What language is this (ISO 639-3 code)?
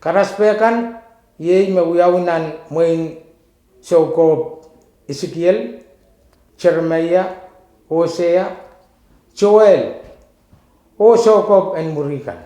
pon